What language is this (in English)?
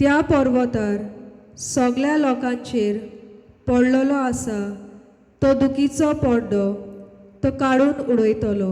Konkani